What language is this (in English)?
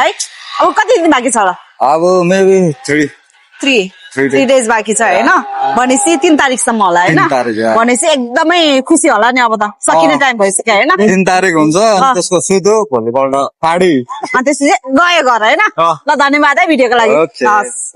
Nepali